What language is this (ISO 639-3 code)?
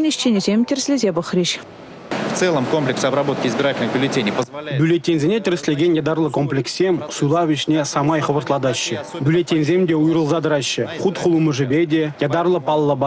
chv